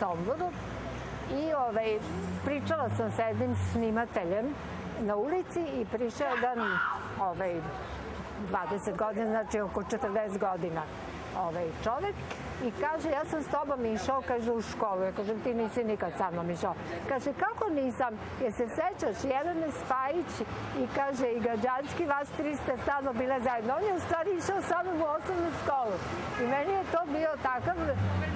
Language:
Serbian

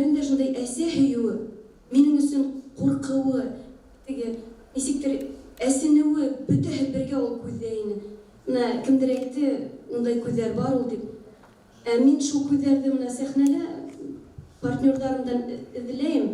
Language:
Bashkir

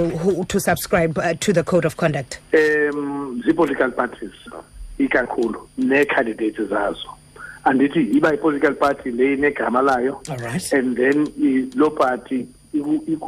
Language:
Xhosa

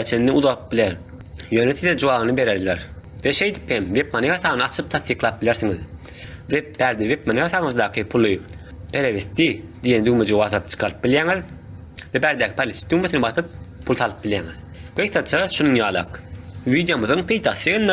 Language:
Turkmen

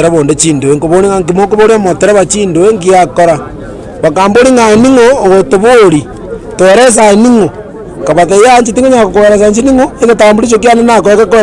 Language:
Gusii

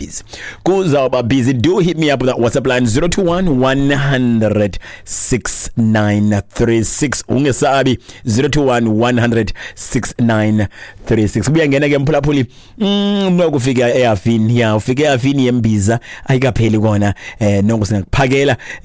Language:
Xhosa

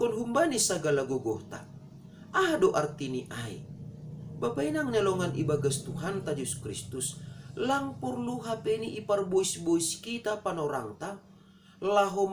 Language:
Batak Simalungun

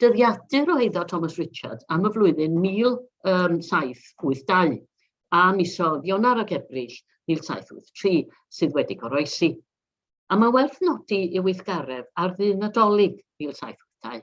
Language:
Welsh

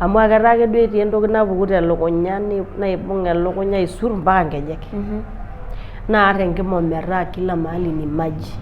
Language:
Masai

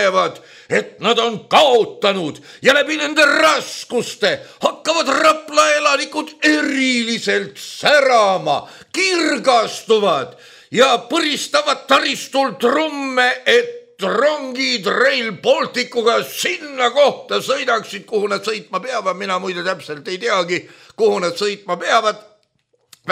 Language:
Estonian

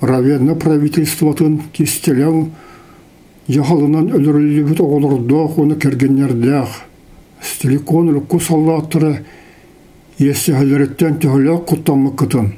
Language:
Yakut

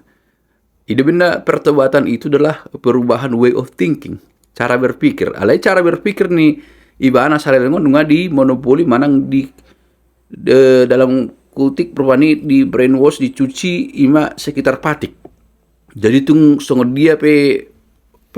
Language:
Batak Toba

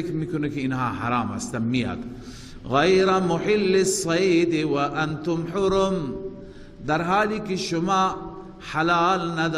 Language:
Persian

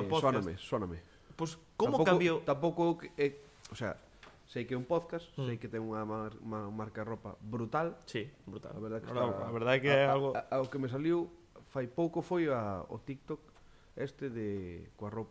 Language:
Galician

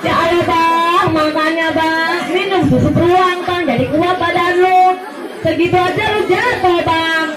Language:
Betawi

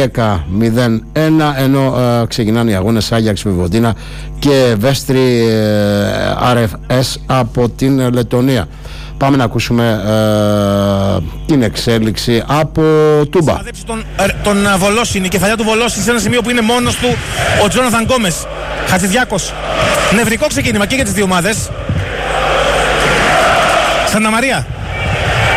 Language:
Greek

